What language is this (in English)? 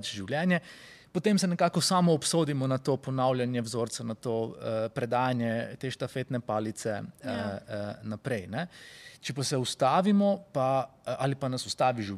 Slovenian